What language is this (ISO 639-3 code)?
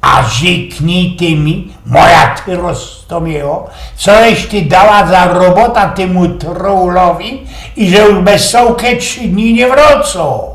szl